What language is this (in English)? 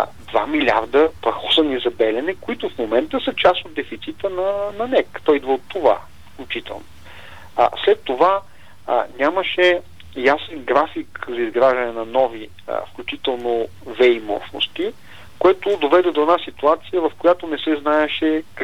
Bulgarian